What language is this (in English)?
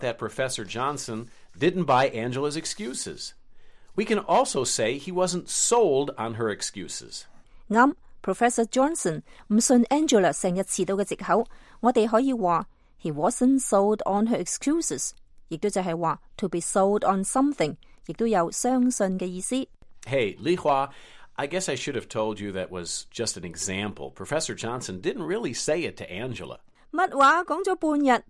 Cantonese